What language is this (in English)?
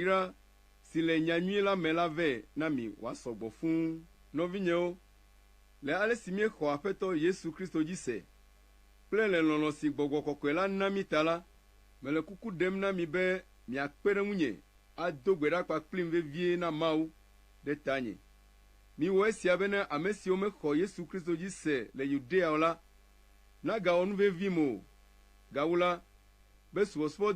Ewe